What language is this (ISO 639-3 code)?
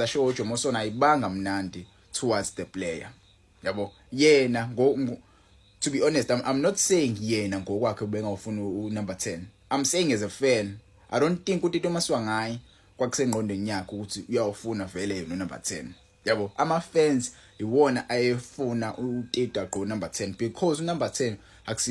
zul